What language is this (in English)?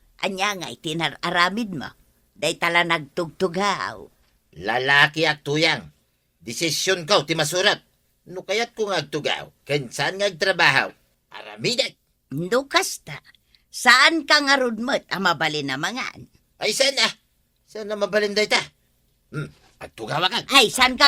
Iloko